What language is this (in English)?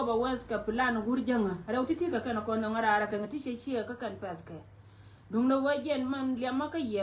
Nuer